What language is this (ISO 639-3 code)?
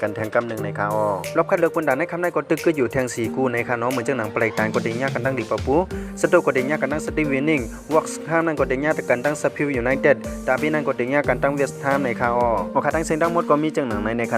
shn